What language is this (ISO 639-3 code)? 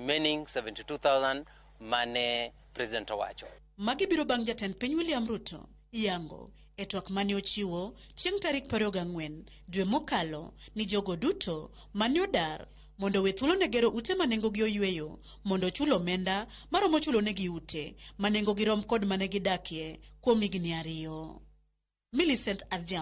luo